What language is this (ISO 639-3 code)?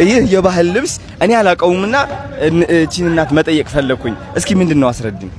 amh